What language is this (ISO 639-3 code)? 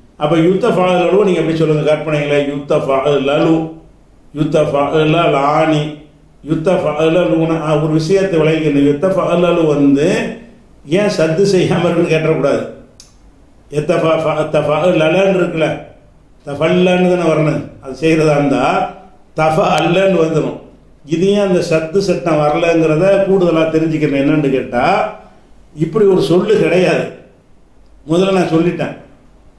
tam